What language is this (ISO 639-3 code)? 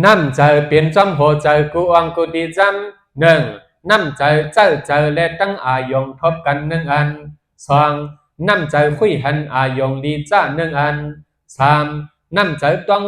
shn